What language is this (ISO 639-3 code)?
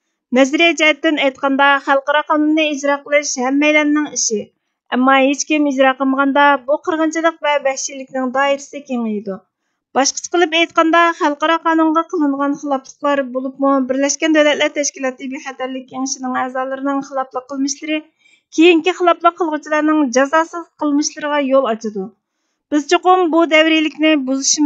uig